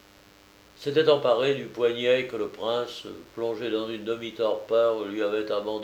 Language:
French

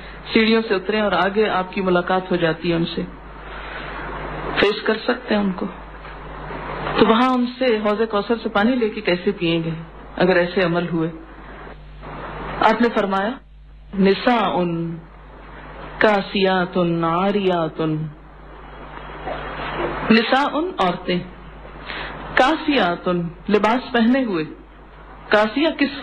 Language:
Urdu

